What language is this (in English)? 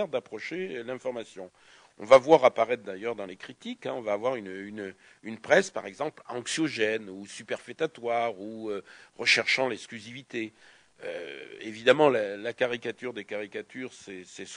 French